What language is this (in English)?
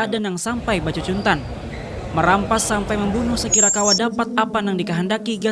Banjar